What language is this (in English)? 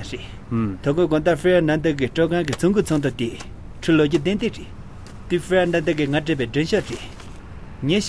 Tibetan